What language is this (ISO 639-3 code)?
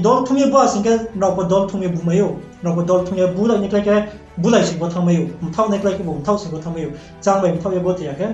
ria